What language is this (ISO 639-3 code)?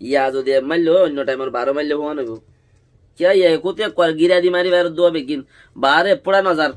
rhg